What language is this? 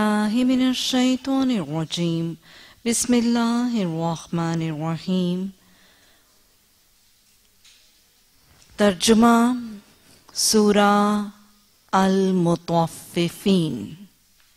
Urdu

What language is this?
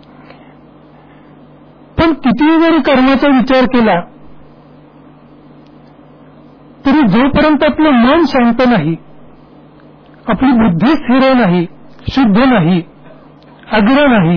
Marathi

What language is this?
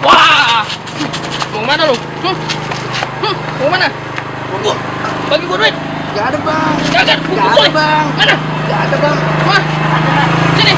Betawi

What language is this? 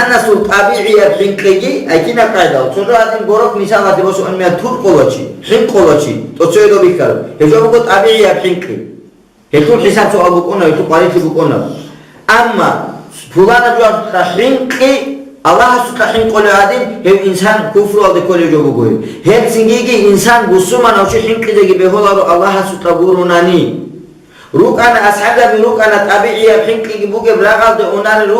Avaric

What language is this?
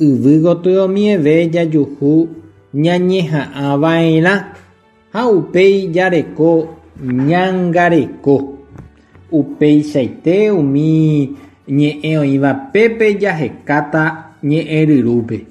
Guarani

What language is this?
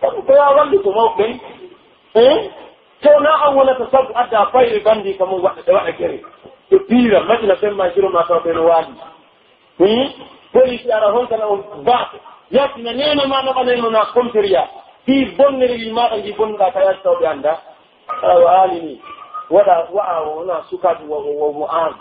Pular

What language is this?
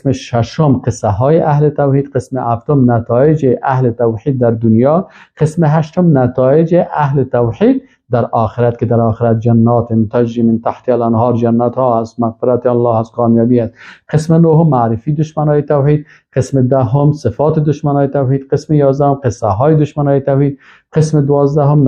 Persian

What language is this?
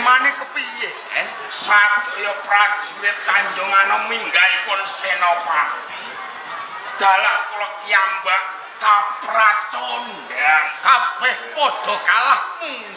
Javanese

